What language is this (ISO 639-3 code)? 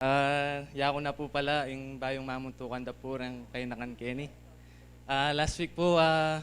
pam